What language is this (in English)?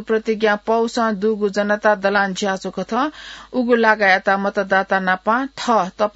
Newari